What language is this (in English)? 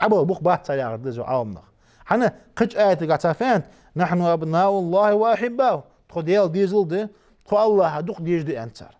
Ingush